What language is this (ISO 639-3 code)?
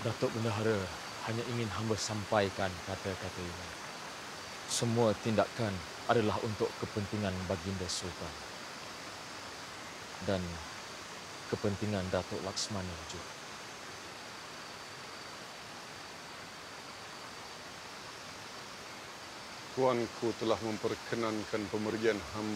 msa